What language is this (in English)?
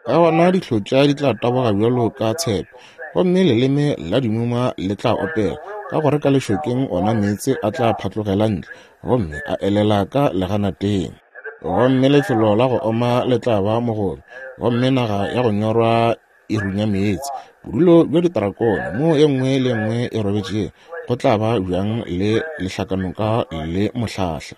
Northern Sotho